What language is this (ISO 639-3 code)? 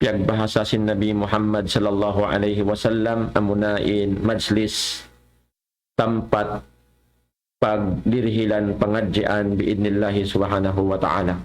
tsg